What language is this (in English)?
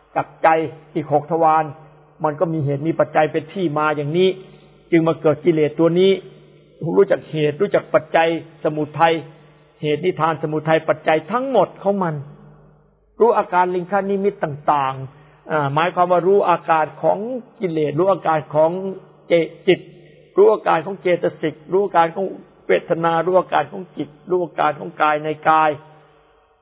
Thai